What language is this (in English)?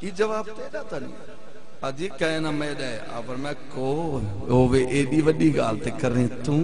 Saraiki